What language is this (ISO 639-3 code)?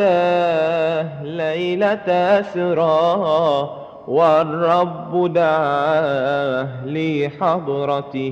mad